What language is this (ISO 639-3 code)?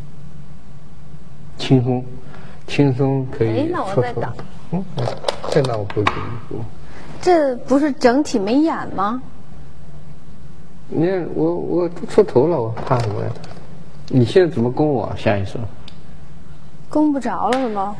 zho